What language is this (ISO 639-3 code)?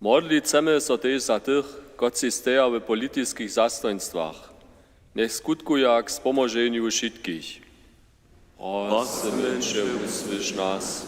hsb